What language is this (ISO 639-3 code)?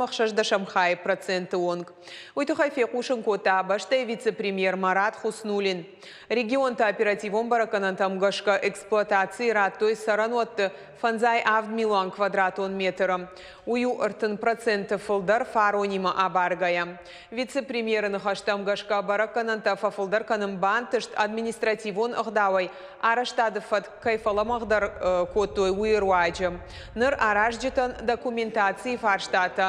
oss